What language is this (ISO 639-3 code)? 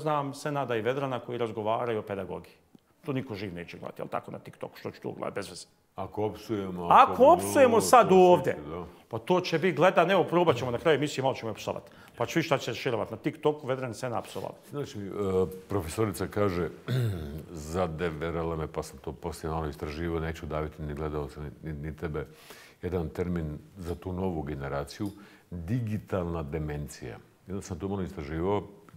bos